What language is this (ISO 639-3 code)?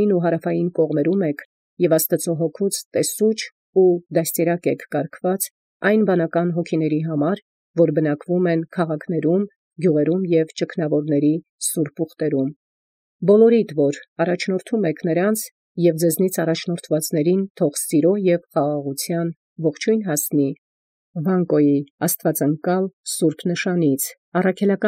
hye